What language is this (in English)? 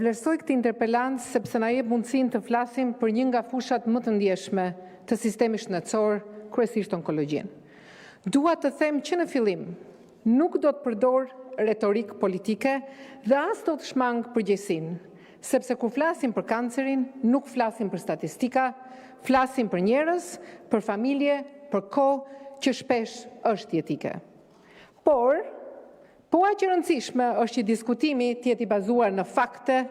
Albanian